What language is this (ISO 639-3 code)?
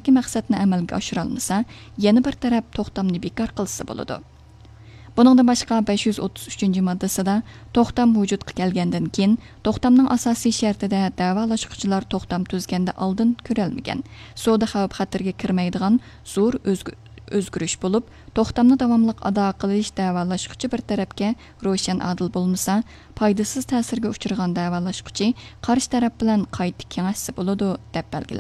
uig